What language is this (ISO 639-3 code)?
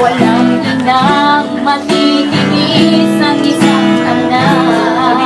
bik